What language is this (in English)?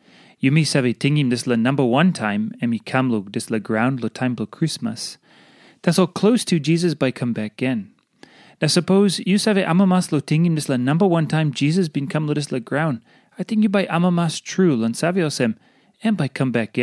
Tok Pisin